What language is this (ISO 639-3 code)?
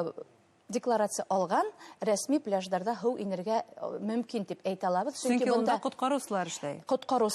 bak